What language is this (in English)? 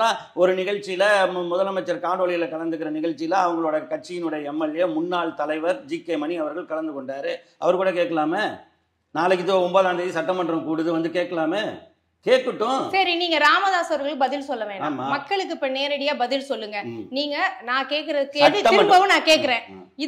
Tamil